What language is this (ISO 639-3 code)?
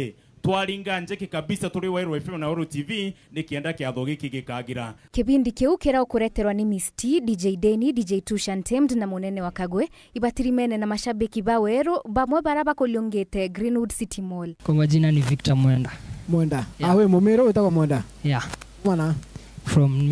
mer